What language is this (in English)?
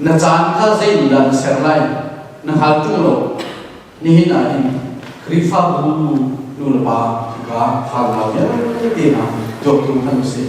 Hakha Chin